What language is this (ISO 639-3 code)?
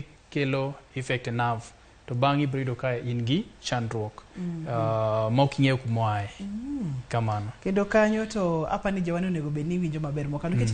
luo